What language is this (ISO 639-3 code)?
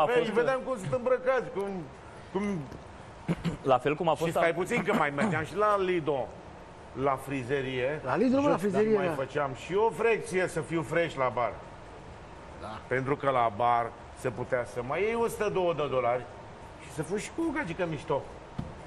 ron